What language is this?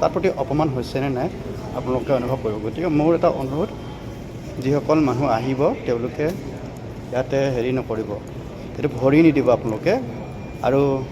Assamese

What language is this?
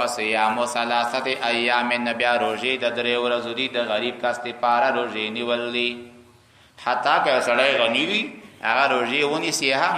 Pashto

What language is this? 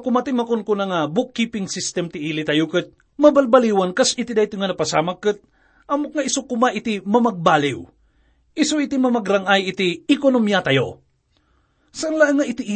Iloko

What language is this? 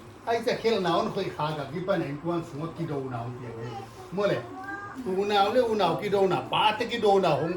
Paite Chin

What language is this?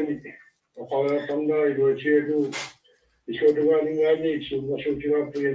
Kalaallisut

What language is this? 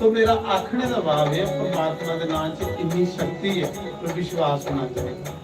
Dogri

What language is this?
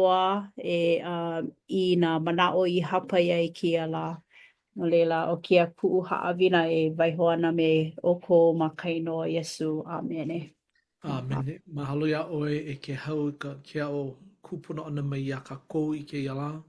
Hawaiian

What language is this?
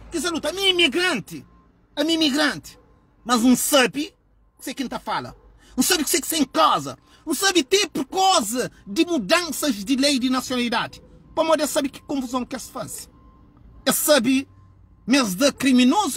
Kabuverdianu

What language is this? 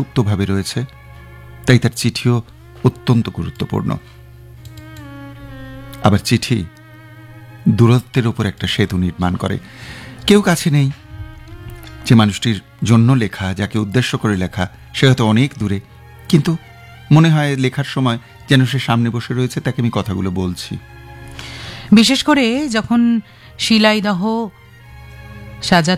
Bangla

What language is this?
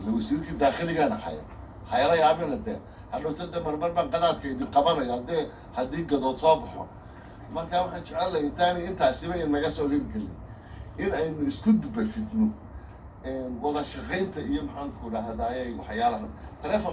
Somali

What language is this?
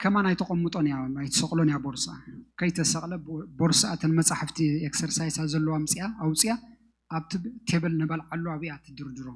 Tigrinya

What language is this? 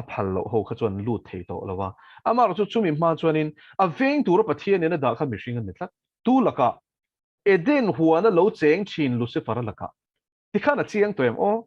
Mizo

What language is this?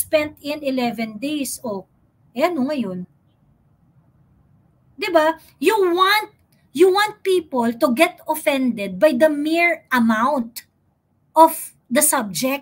Filipino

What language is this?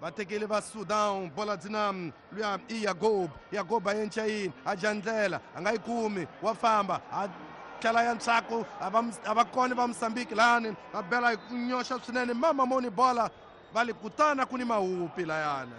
Tsonga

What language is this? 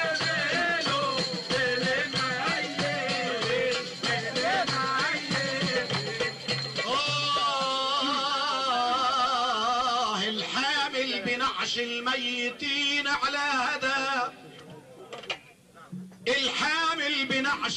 North Levantine Arabic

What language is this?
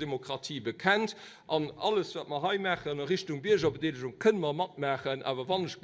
Luxembourgish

